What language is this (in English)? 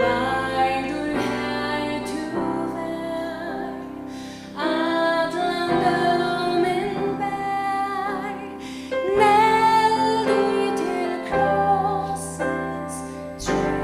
Faroese